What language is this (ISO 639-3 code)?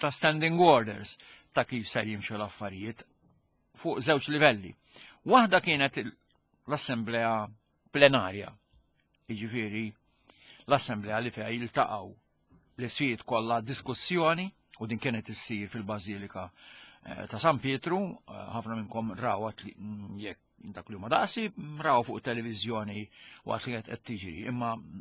mlt